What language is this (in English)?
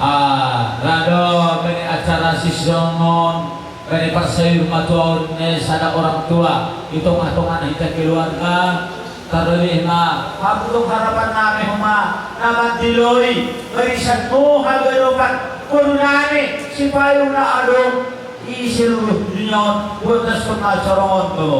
Batak Simalungun